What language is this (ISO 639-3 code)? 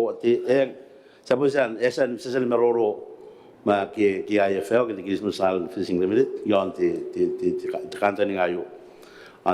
gil